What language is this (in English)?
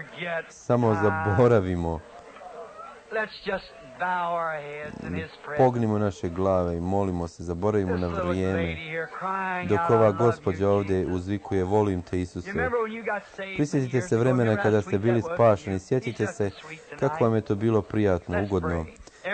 Croatian